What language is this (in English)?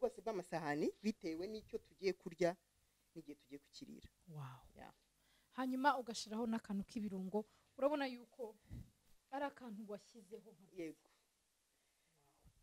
Kinyarwanda